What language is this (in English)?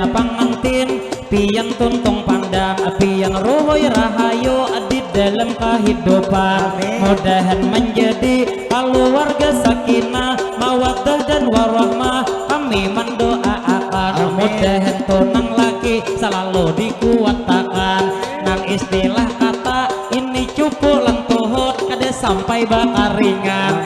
Banjar